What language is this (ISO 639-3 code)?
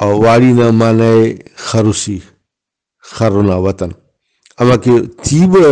brh